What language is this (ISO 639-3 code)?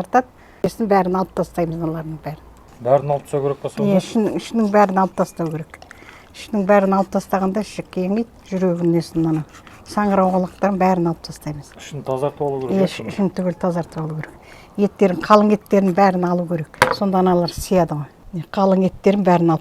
kaz